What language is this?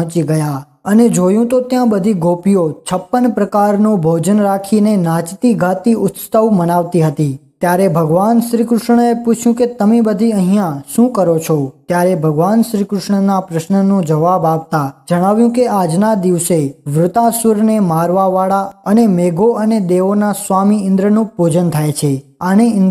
Gujarati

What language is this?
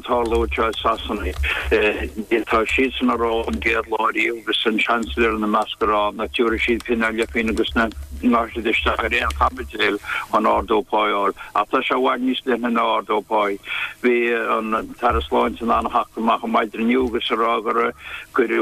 Irish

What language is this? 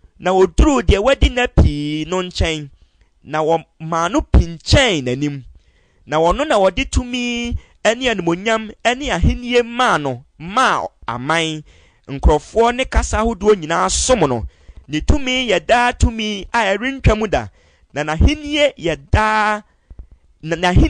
Akan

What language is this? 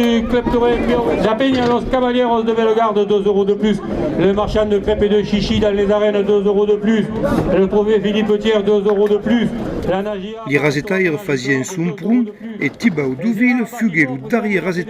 Occitan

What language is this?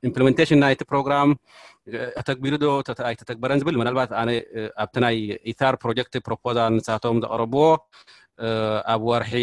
Tigrinya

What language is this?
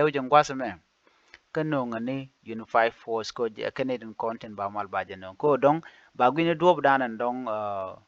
Nuer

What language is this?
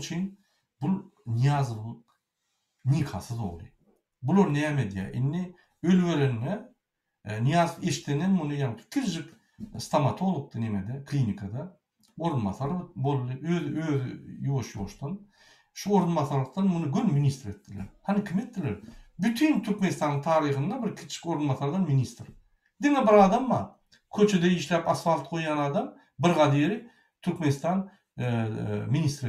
Turkmen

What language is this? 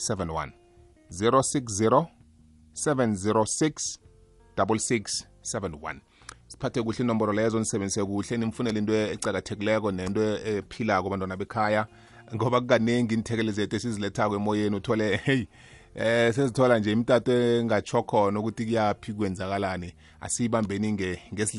South Ndebele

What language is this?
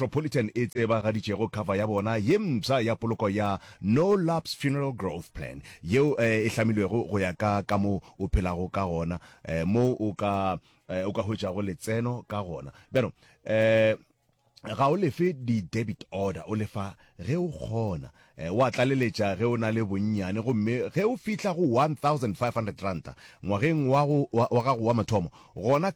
Northern Sotho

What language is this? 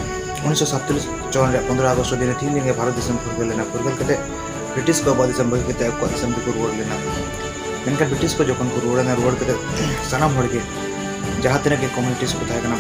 Santali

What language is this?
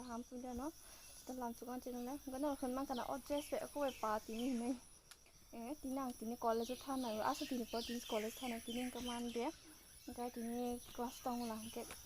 Kok Borok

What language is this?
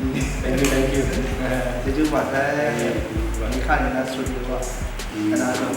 Kachin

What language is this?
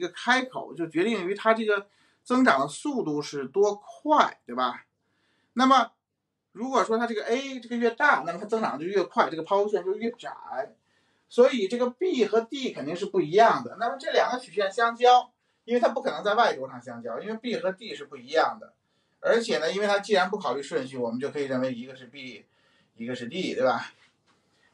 Chinese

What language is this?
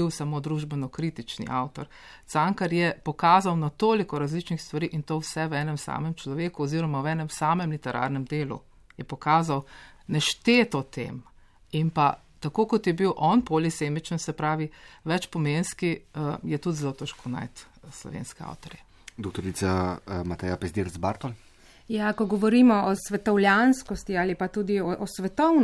Slovenian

